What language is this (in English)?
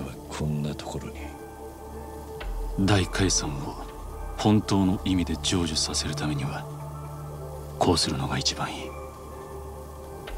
Japanese